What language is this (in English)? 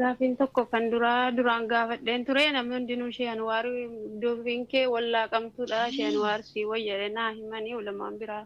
Oromo